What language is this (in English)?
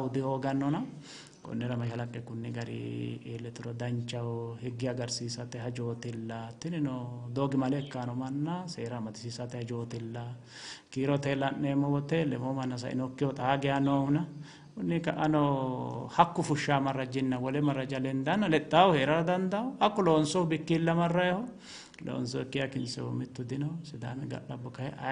Sidamo